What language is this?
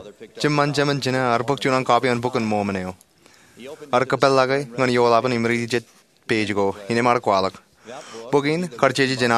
Marshallese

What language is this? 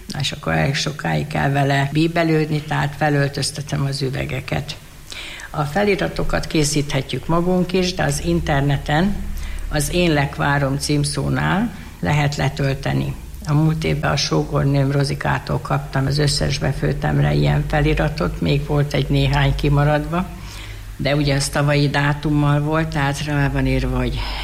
Hungarian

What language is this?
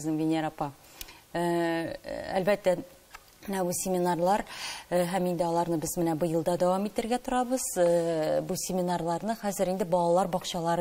Tatar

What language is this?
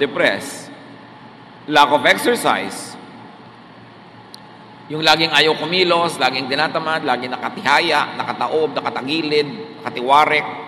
Filipino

